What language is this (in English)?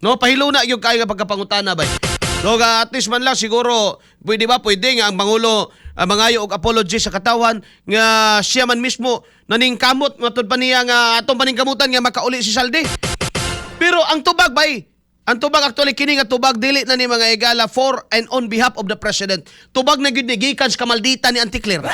Cebuano